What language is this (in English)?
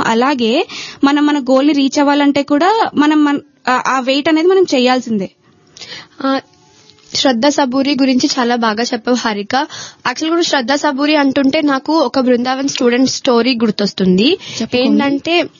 Telugu